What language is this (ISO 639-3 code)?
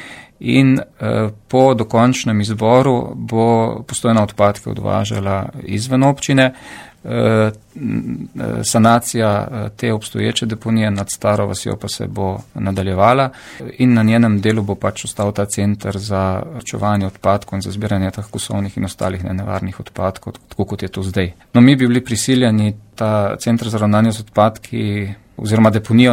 slv